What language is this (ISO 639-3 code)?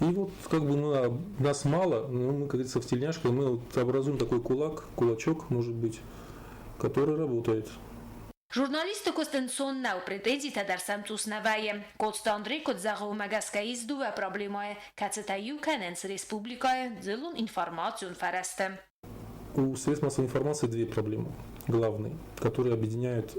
oss